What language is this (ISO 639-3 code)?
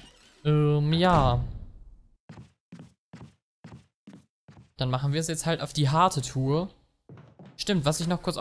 deu